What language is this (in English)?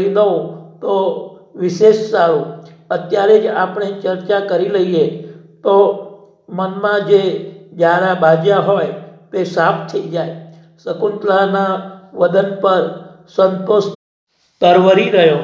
Gujarati